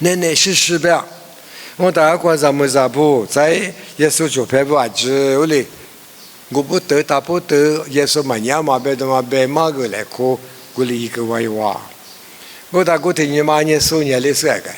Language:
Lisu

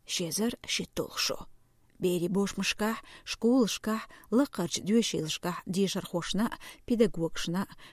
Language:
Chechen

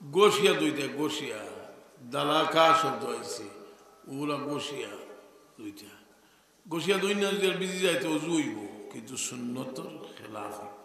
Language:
Sylheti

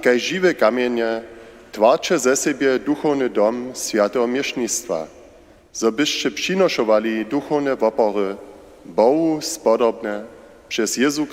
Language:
Upper Sorbian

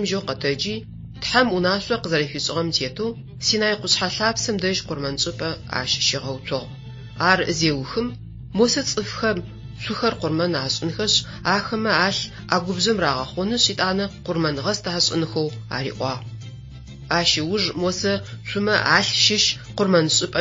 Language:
Adyghe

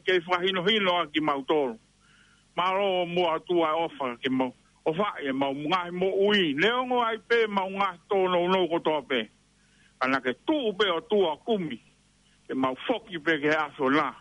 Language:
Tongan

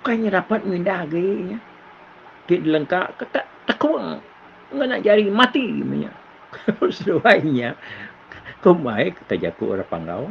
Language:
Iban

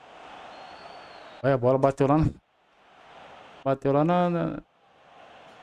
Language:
Portuguese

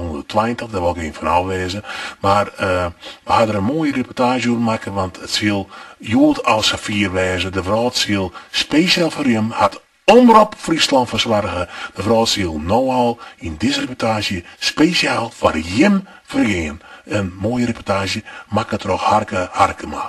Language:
Western Frisian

